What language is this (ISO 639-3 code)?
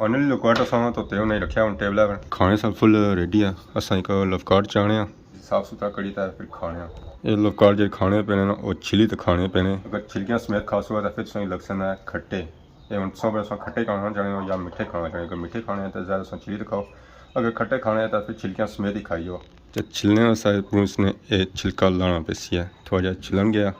phr